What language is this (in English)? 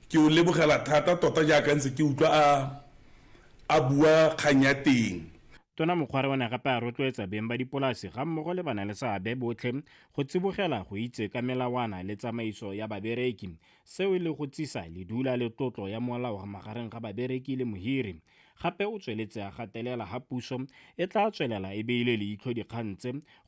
Tswana